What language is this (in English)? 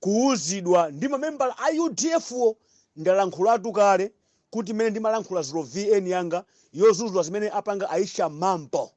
Nyanja